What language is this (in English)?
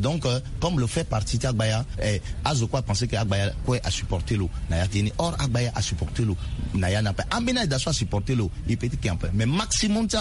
Sango